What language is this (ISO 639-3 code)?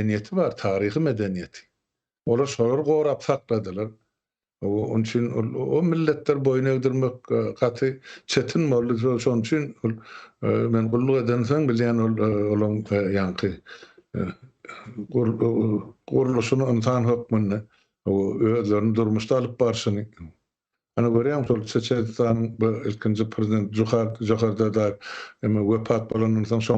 tuk